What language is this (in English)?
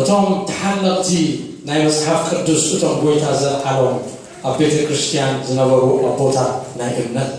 Tigrinya